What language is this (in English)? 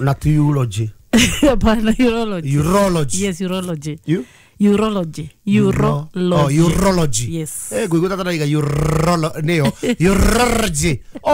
Kikuyu